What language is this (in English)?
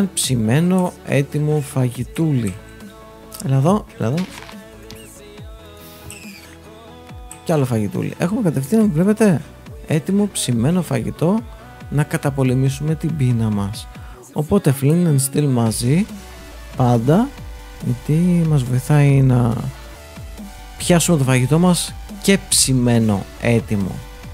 Greek